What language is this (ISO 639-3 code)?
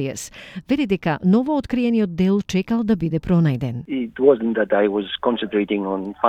mkd